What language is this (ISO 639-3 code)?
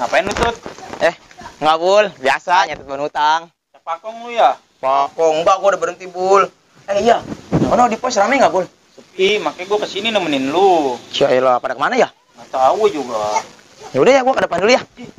bew